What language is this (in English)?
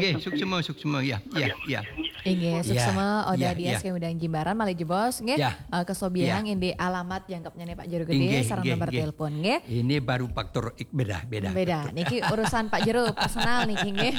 Balinese